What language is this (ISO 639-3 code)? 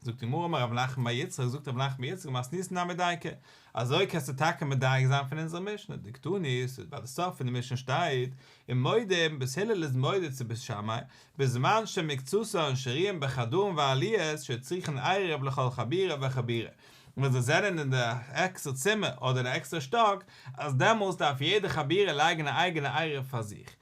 yid